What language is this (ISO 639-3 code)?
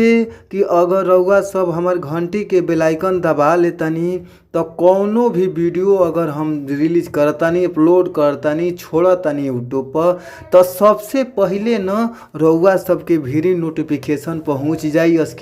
bho